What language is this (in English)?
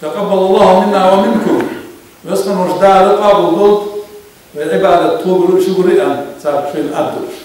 Ingush